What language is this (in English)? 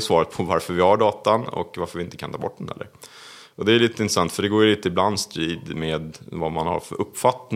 Swedish